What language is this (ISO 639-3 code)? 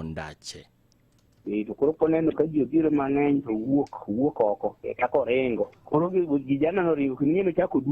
luo